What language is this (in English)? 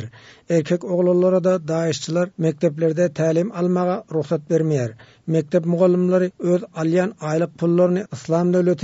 Turkmen